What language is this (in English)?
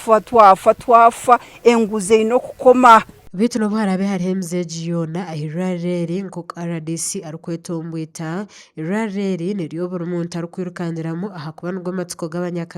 Nyankole